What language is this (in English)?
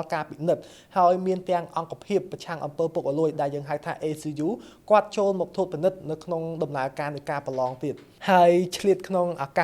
Khmer